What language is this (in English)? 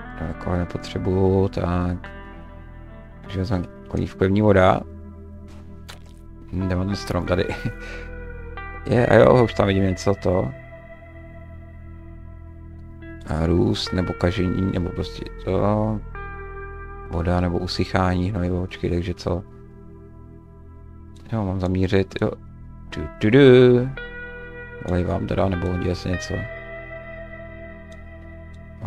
Czech